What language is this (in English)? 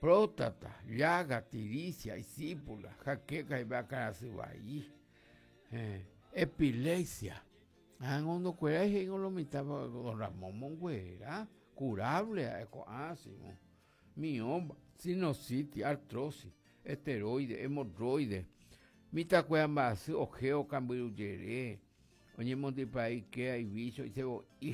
Guarani